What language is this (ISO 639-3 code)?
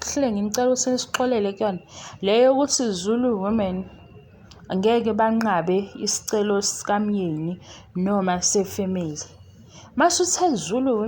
zul